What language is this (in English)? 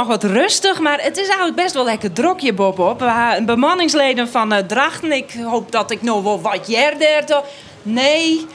Western Frisian